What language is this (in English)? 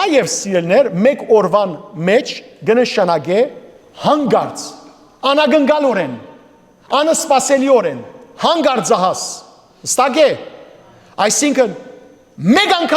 Western Armenian